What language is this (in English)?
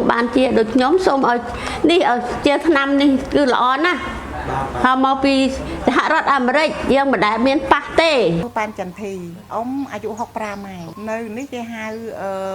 Khmer